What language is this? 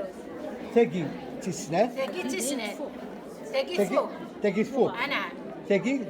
Kabyle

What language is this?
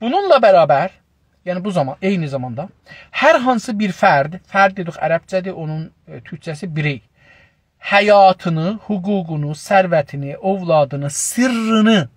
South Azerbaijani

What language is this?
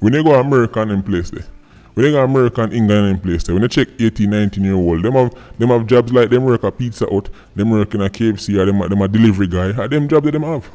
Jamaican Creole English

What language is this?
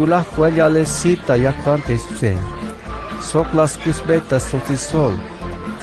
Tzeltal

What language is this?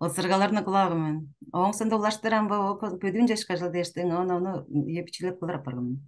Tuvinian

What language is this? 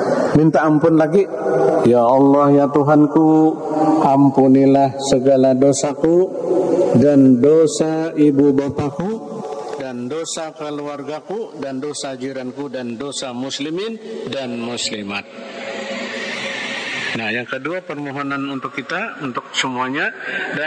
Indonesian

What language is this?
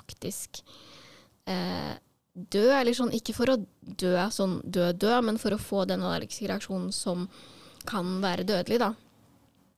Norwegian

